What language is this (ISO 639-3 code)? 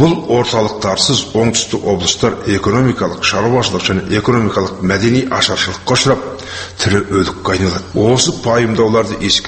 kaz